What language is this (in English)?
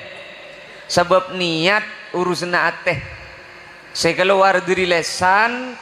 Madurese